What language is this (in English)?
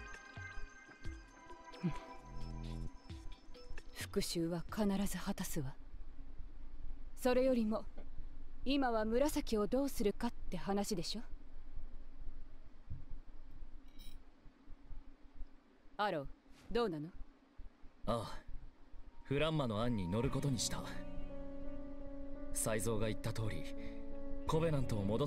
Japanese